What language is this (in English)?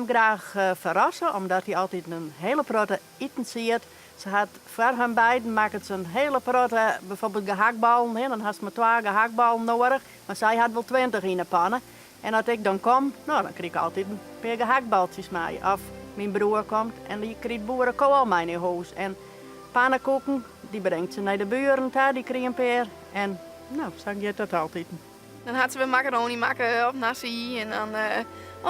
Western Frisian